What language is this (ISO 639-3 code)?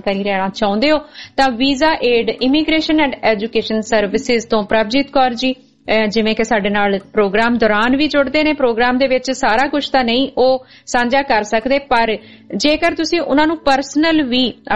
pan